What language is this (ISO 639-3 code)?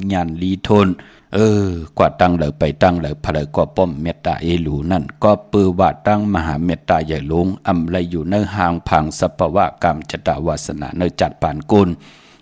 shn